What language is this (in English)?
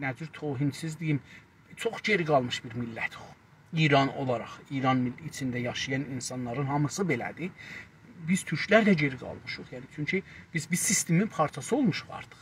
South Azerbaijani